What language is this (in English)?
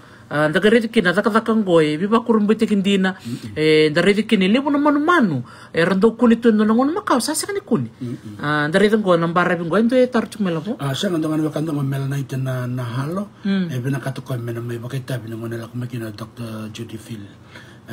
Fijian